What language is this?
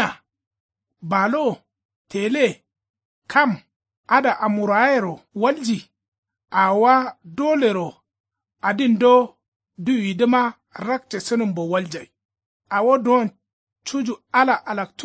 Kanuri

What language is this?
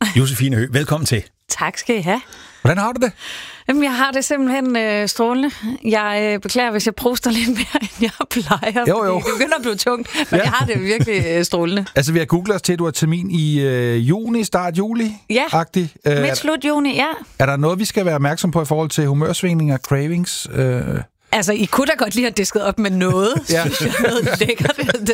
Danish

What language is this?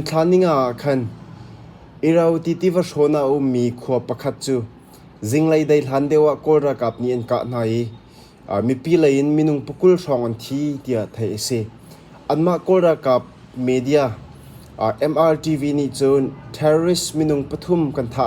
Hakha Chin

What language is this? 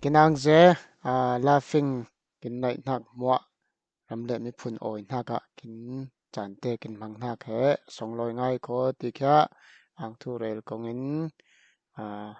Falam Chin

